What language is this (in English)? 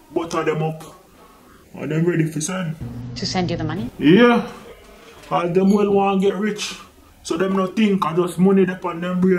Jamaican Creole English